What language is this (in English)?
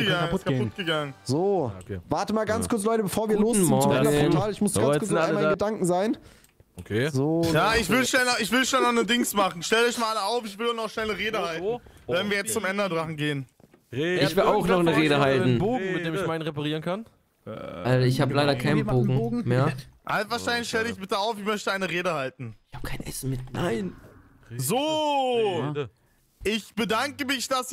German